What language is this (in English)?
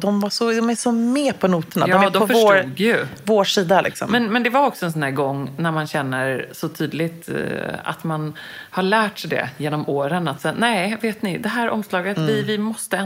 Swedish